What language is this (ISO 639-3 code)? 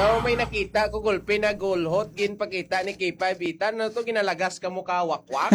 hil